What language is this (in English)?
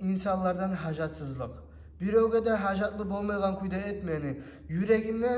Kumyk